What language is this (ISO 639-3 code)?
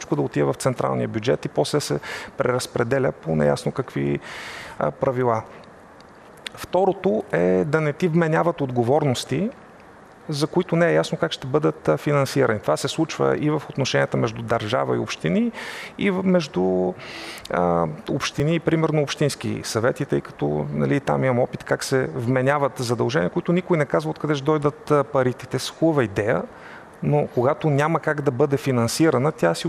bul